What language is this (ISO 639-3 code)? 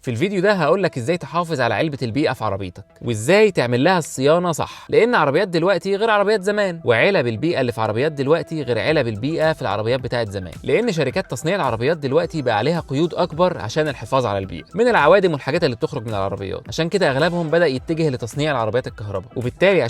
arz